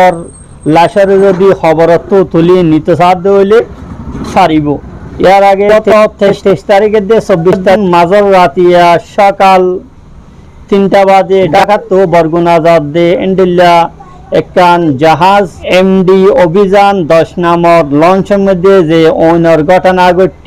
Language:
Rohingya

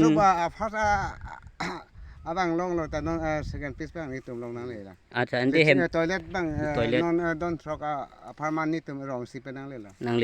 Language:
Karbi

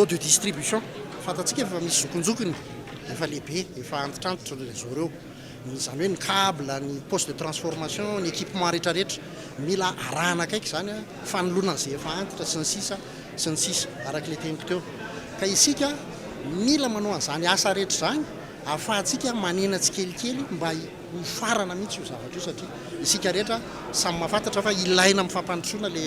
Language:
Malagasy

